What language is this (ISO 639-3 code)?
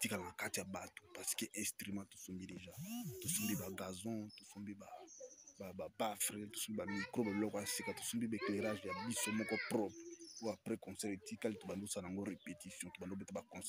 lin